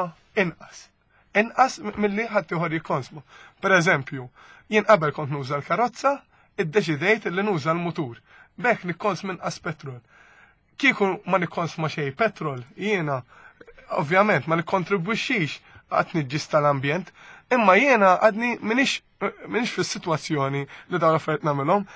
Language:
Maltese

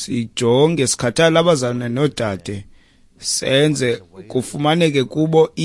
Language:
Xhosa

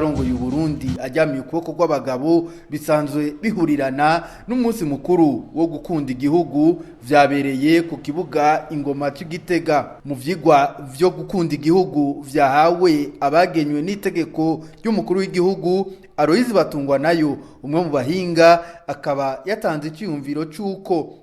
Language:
Rundi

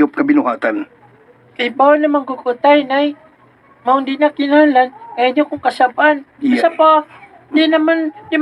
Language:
Cebuano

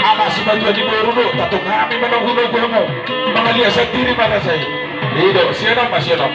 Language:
Batak Toba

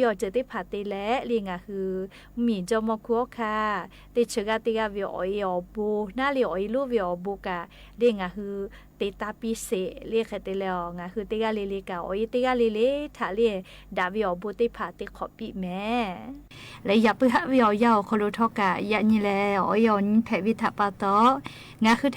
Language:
Lahu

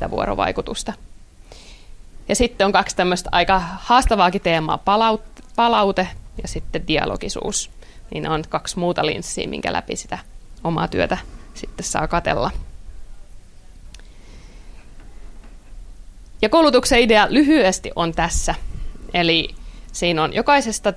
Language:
Finnish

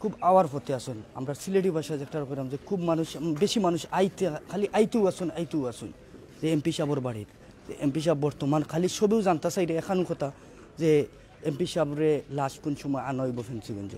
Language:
Sylheti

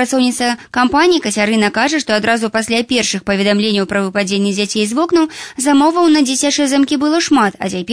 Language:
Belarusian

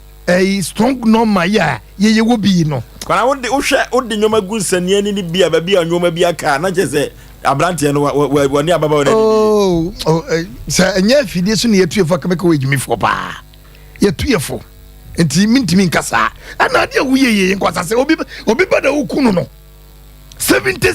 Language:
Akan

